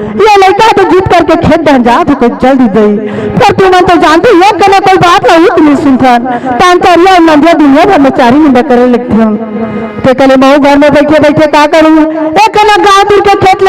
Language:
Chhattisgarhi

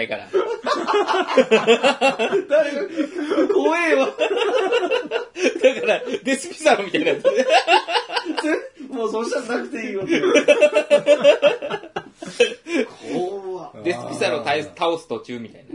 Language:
Japanese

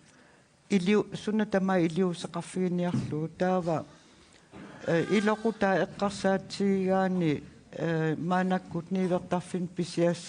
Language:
Kalaallisut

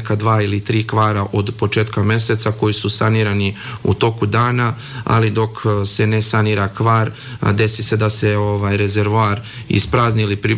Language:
Serbian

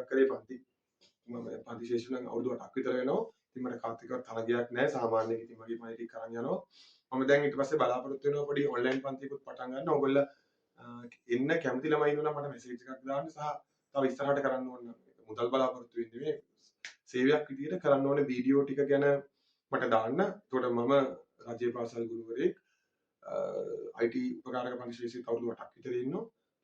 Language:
Sinhala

